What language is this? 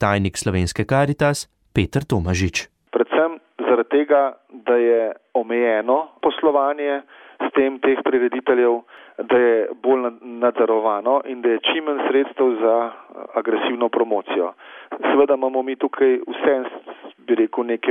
Slovenian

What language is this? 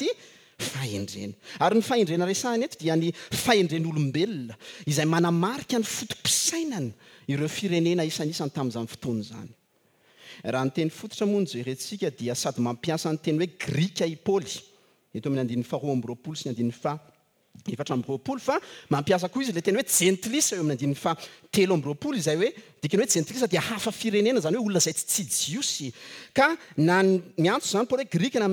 Malagasy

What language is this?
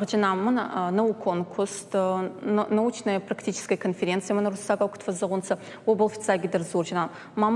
Ossetic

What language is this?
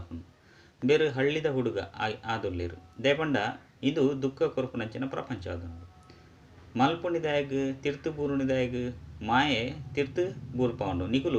Tulu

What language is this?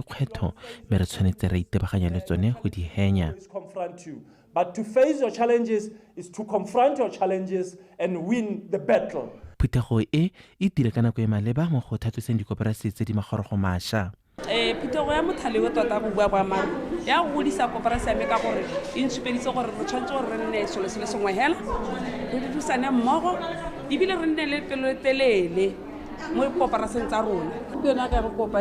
Tswana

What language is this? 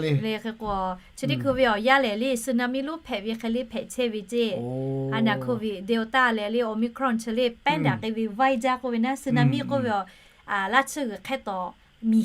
Lahu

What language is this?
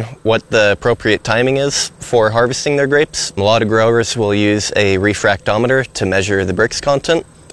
English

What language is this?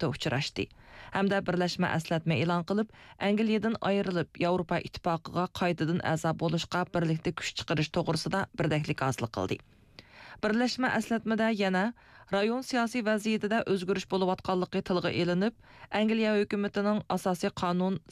Uyghur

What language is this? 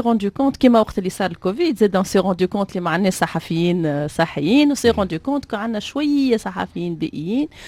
Tunisian Arabic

